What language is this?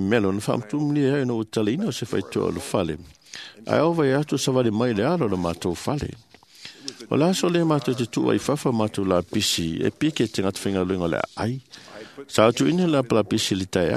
Samoan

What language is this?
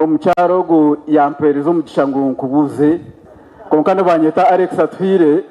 Nyankole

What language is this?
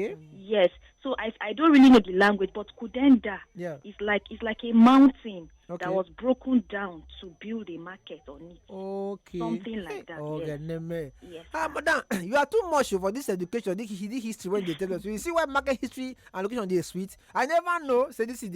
Nigerian Pidgin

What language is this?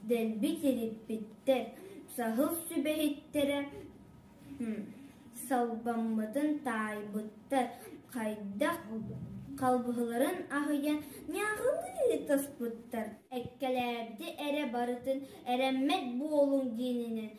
Yakut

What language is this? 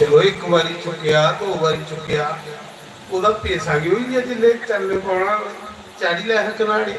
Dogri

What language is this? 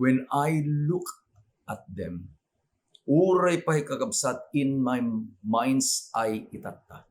Iloko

